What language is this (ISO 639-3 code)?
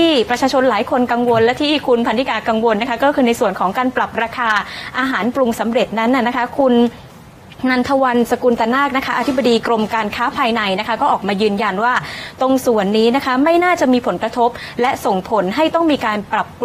tha